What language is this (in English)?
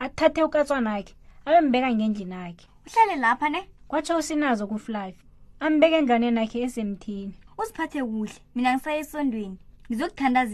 South Ndebele